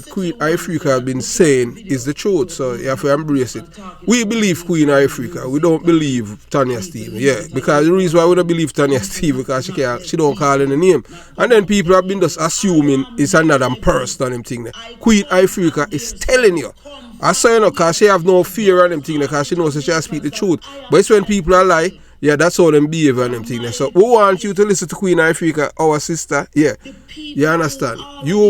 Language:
Jamaican Creole English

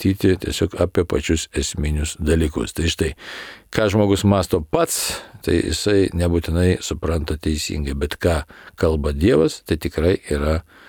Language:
Lithuanian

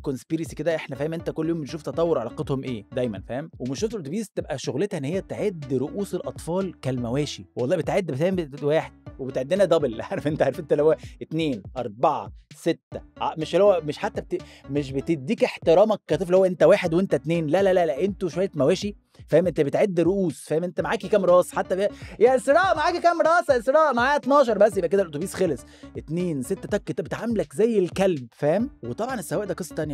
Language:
Egyptian Arabic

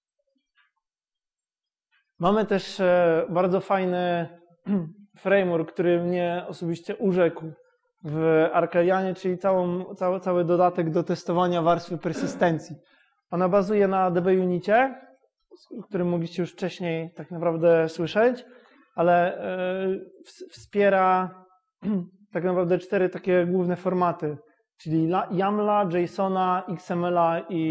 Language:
Polish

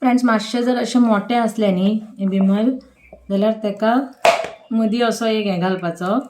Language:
Konkani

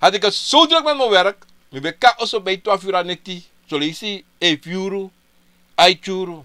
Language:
Sranan Tongo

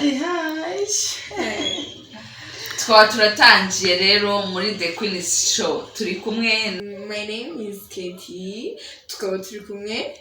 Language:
Kinyarwanda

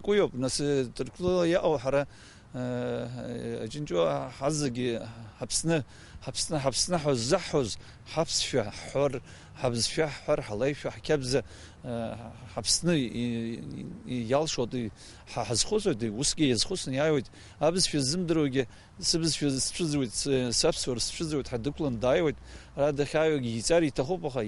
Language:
Abkhazian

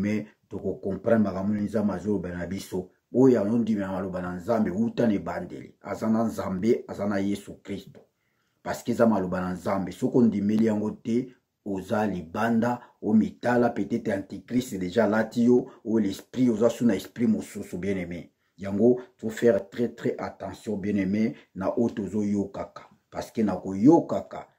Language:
Lingala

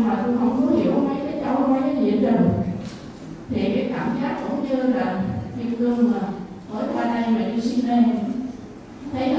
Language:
Vietnamese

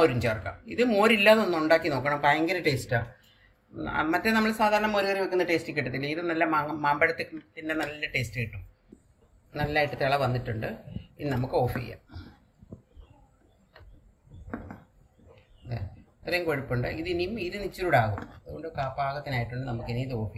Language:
Malayalam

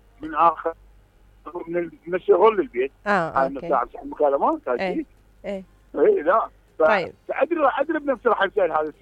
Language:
Mesopotamian Arabic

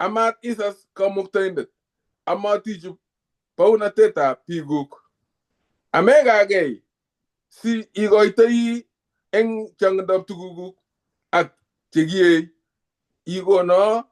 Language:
Kalenjin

